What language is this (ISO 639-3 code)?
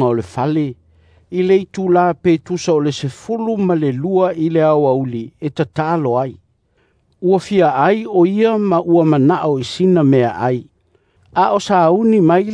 smo